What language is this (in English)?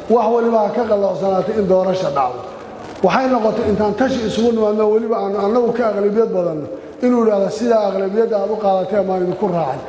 Somali